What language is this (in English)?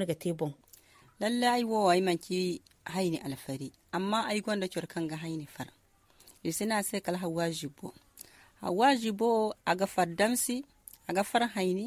Zarma